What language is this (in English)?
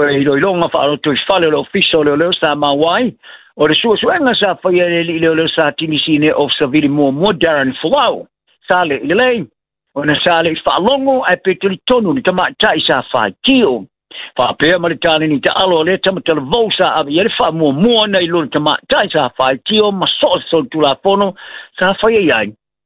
Samoan